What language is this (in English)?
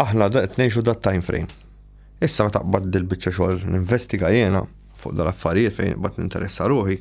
Maltese